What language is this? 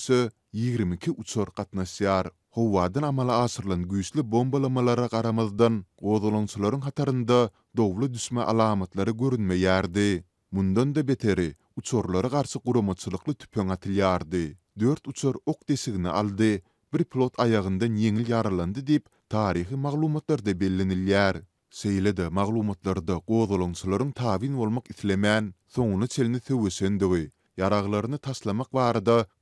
Turkmen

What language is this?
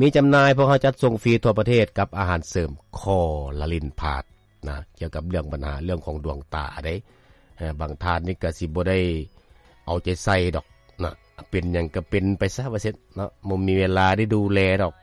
Lao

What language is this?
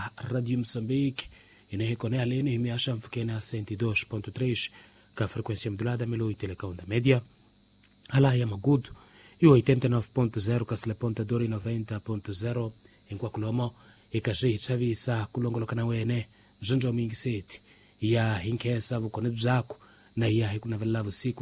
Tsonga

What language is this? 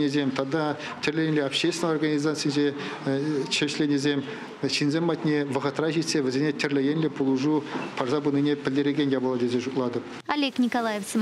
Chuvash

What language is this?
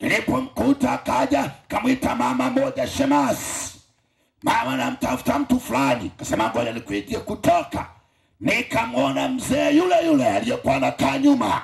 Swahili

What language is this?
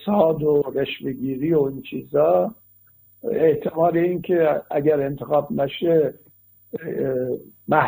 Persian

